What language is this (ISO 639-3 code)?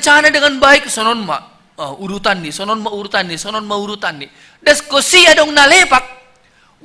bts